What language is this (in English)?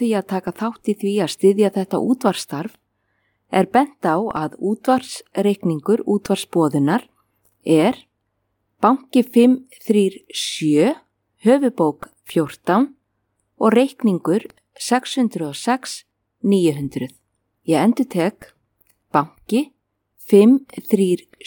Icelandic